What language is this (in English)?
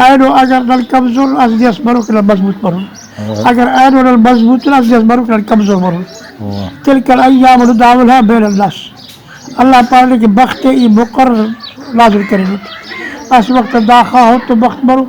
Brahui